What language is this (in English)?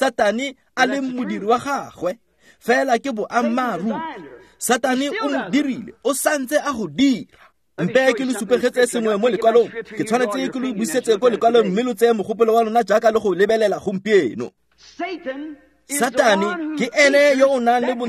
Tswana